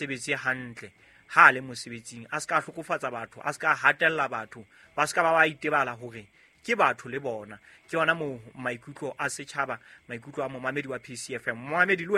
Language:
Southern Sotho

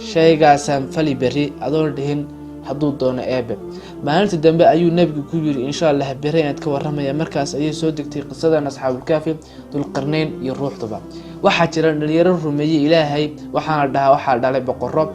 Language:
Somali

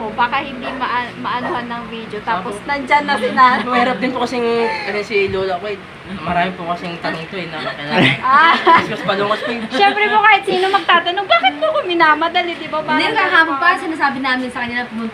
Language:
Filipino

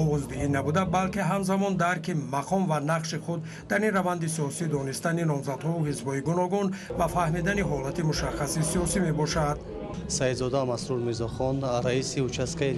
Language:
Tajik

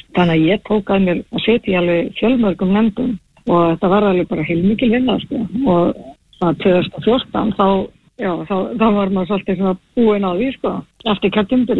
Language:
Icelandic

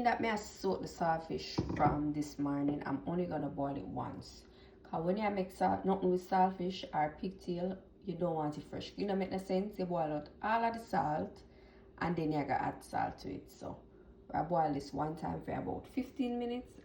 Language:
Jamaican Creole English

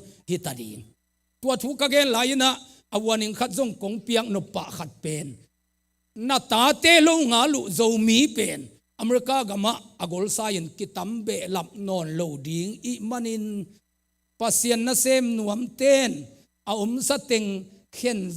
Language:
Tedim Chin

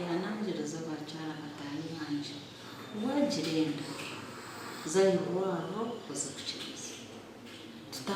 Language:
Nyankole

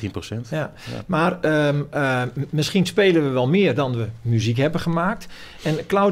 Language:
Dutch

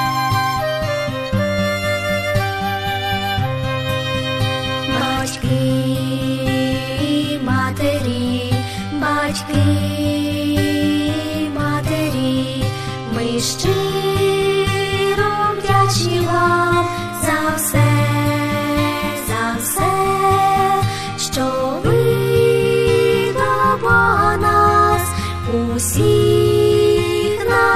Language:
Ukrainian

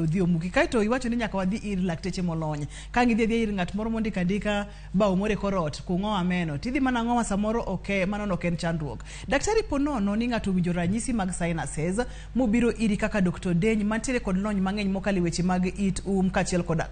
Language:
Luo (Kenya and Tanzania)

